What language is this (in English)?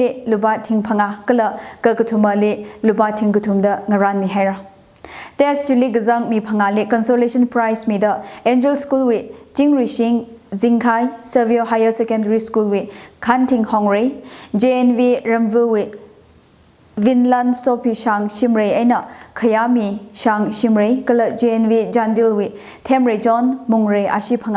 Tangkhul Naga (India)